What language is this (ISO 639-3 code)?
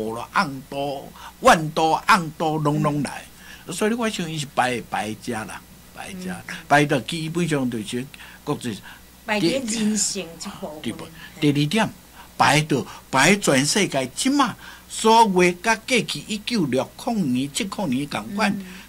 nan